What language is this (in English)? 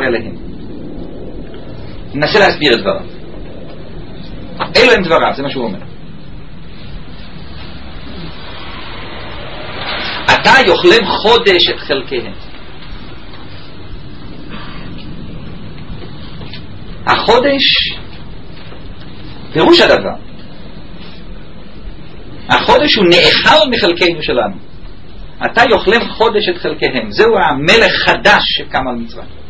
Hebrew